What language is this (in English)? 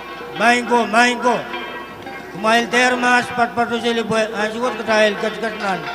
Pohnpeian